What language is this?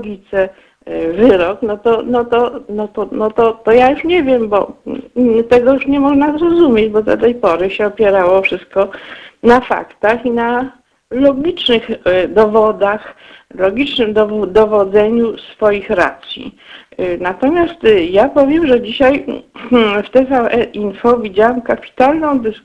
Polish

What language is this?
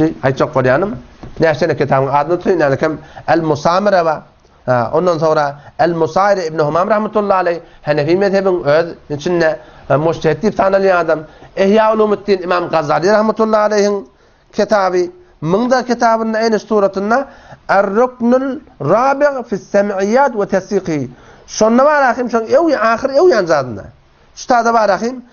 Turkmen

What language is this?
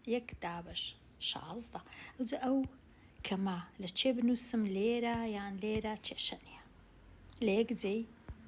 Central Kurdish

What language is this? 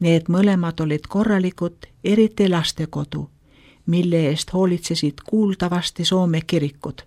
Estonian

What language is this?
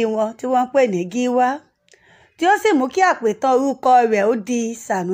Yoruba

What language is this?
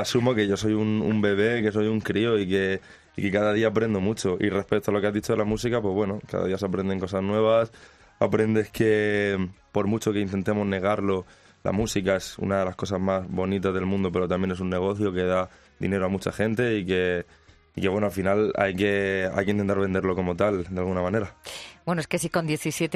Spanish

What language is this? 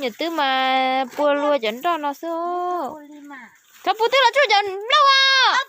Hmong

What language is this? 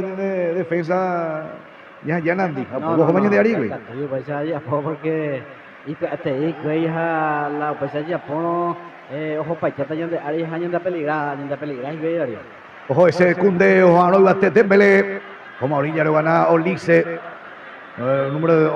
Guarani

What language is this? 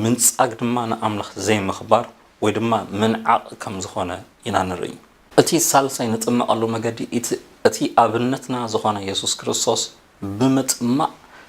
Tigrinya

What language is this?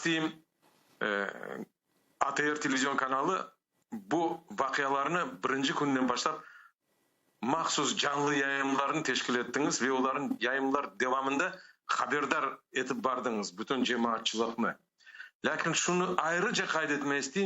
Crimean Tatar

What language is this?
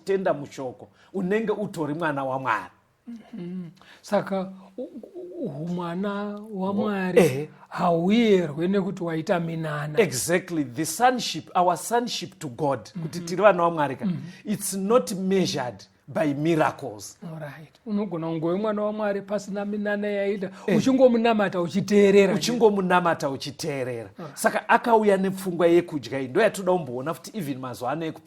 Shona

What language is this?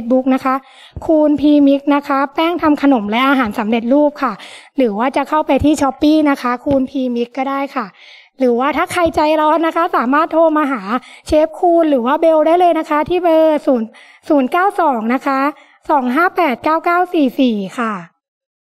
Thai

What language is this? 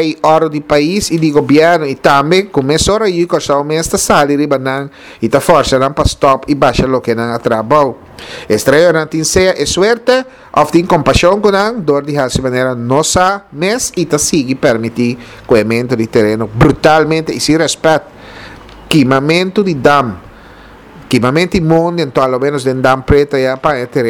Papiamento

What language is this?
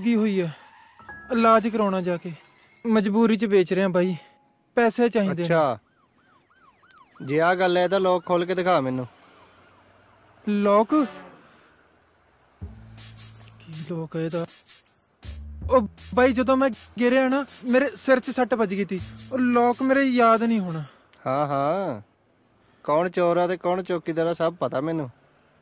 Punjabi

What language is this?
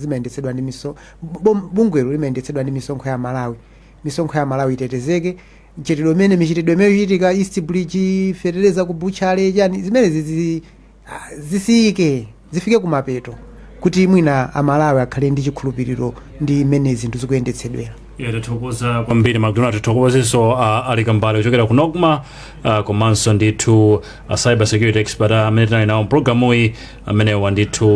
Nyanja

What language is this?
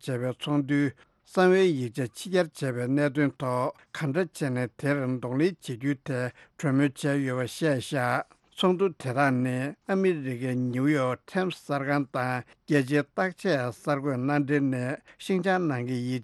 Tibetan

